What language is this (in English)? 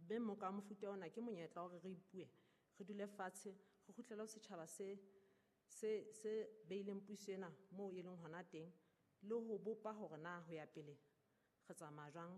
Southern Sotho